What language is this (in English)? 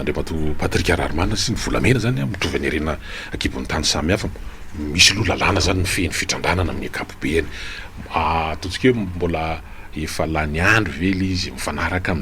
Malagasy